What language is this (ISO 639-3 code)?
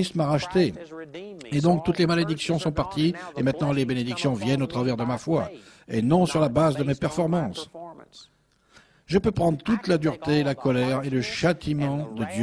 fra